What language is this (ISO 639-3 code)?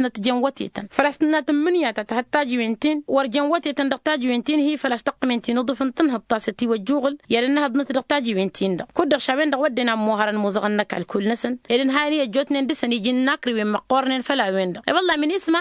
taq